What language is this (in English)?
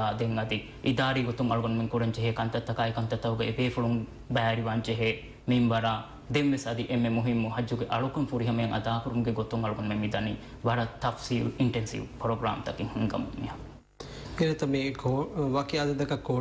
Divehi